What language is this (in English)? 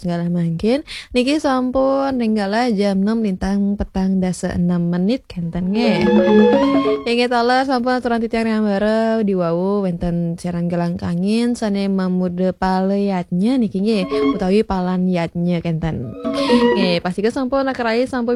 Balinese